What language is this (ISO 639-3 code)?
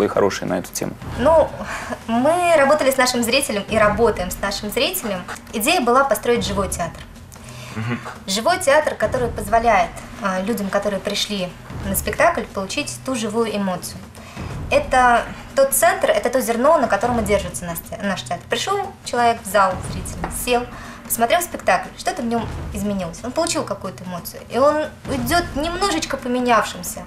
rus